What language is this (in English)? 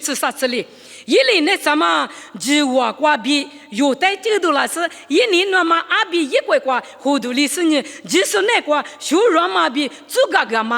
Lisu